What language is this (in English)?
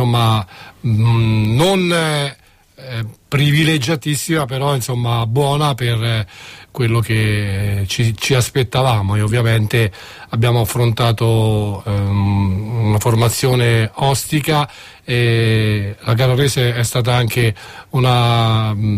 Italian